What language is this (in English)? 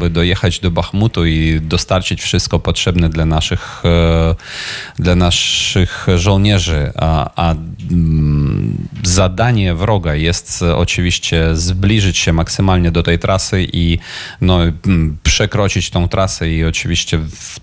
Polish